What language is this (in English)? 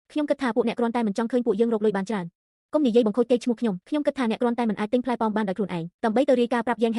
Khmer